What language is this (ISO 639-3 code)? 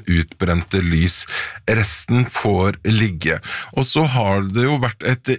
nor